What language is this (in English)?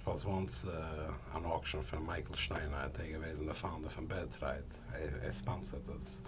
Yiddish